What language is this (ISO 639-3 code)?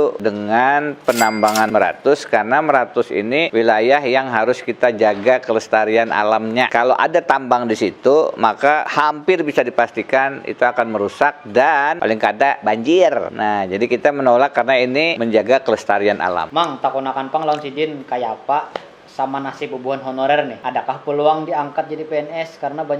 bjn